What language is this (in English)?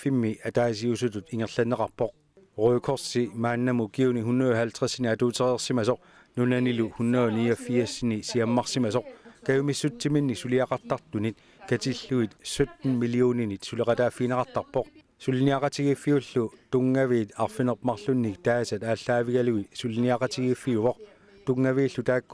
Kalaallisut